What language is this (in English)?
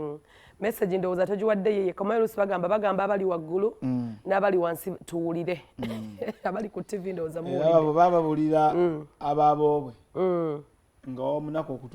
Ganda